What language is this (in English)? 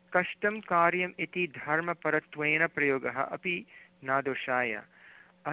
Sanskrit